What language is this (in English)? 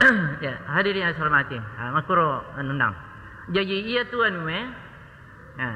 Buginese